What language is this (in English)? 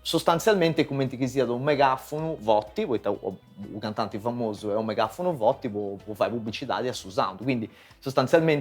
Sardinian